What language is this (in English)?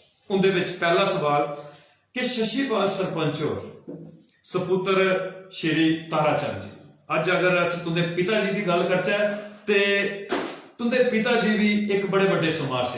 Dogri